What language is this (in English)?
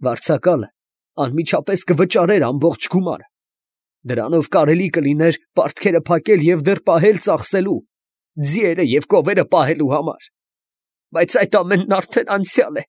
Armenian